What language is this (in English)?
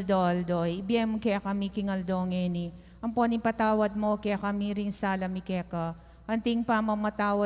Pampanga